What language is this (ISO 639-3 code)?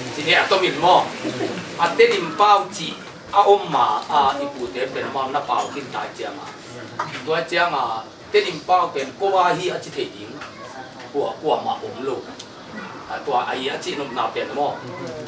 ctd